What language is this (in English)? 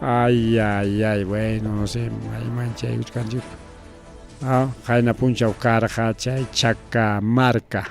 Ayacucho Quechua